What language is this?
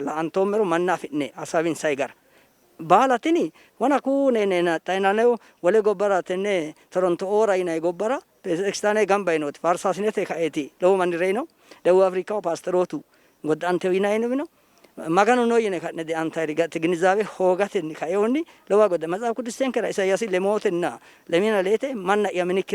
Sidamo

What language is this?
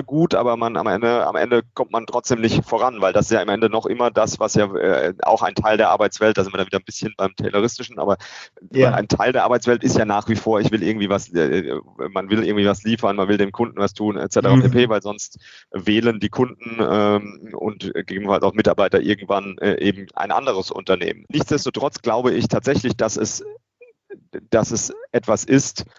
German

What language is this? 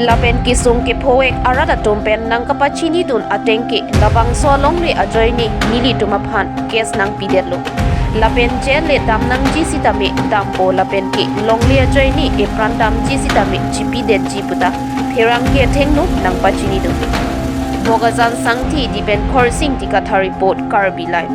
Karbi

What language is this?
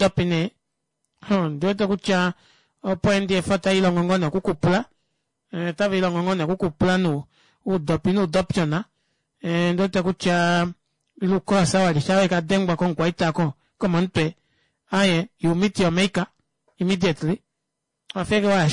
Kuanyama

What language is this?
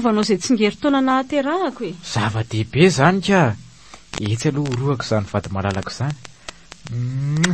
Malagasy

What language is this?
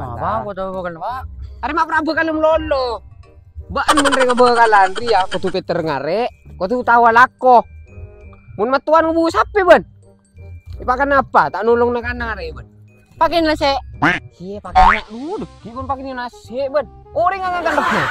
Madurese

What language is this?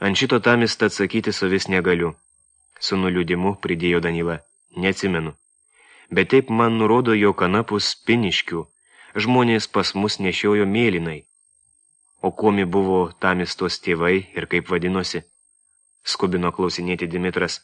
Lithuanian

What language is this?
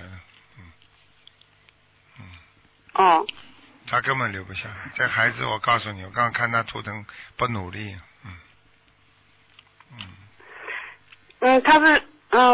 Chinese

